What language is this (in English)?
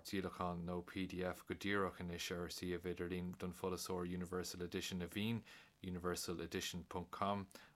Irish